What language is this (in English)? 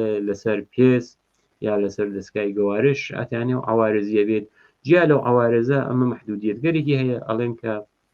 Central Kurdish